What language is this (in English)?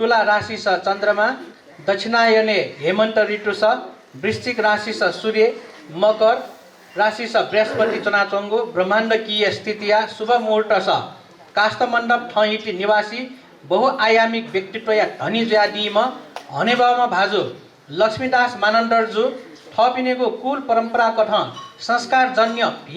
Newari